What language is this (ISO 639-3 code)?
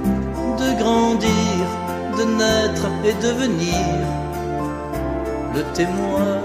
nld